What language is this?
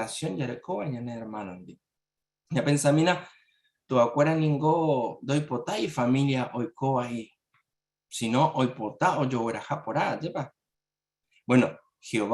Guarani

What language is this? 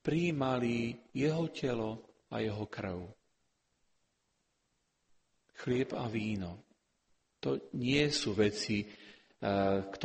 Slovak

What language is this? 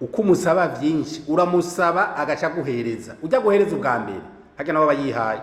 Rundi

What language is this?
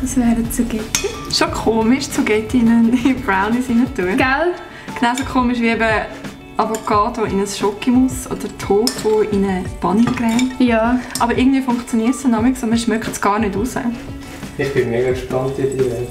Swiss German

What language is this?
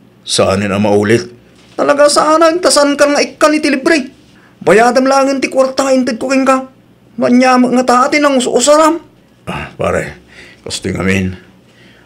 Iloko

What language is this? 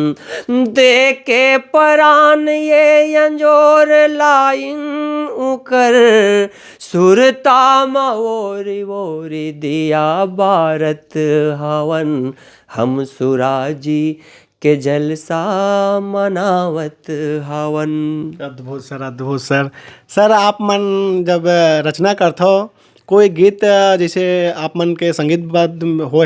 Chhattisgarhi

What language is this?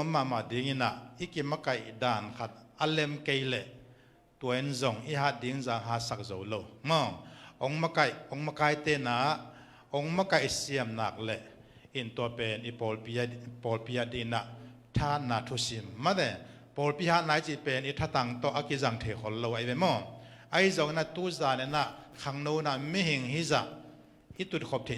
Tedim Chin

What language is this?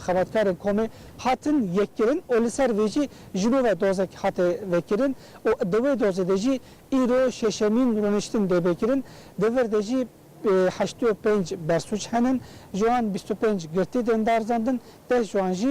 Kurdish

